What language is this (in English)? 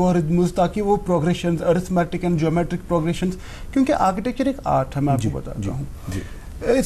Urdu